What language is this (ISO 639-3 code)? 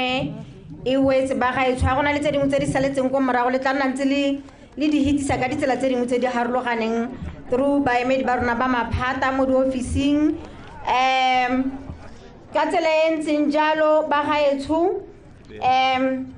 tsn